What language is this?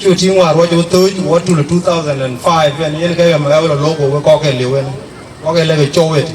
Dinka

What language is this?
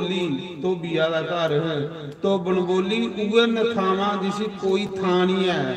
Dogri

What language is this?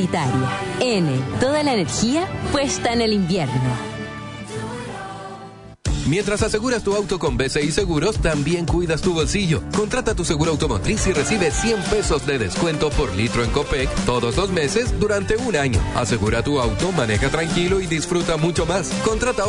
Spanish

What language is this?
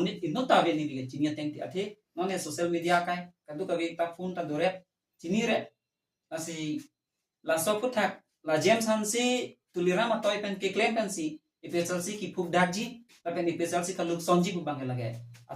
Karbi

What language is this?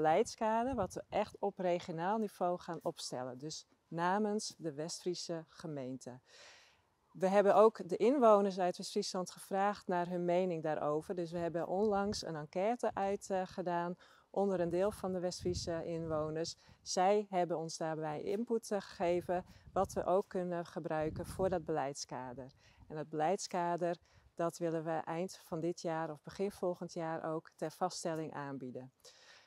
Dutch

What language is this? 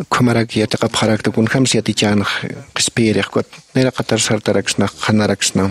Aymara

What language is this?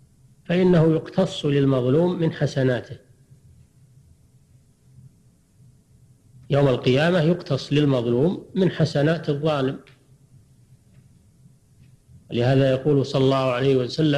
Arabic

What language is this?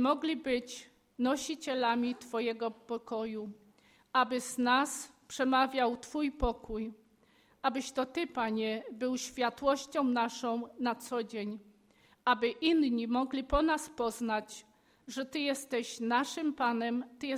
Polish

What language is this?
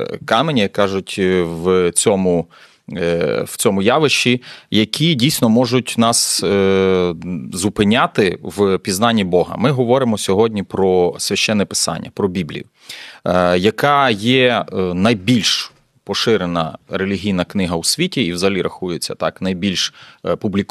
Ukrainian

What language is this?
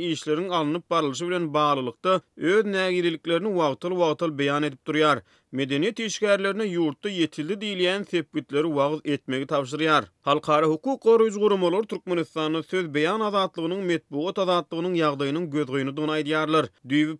Turkmen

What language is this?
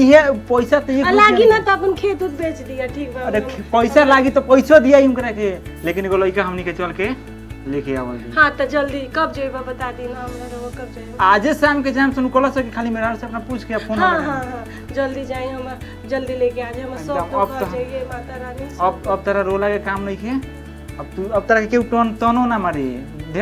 Bhojpuri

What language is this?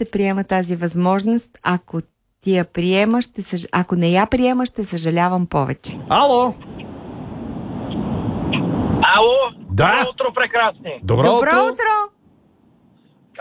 Bulgarian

